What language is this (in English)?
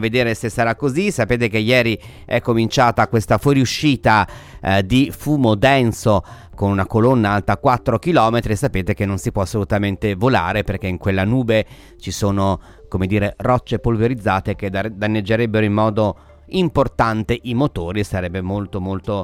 Italian